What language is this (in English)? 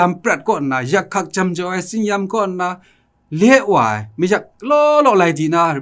Kachin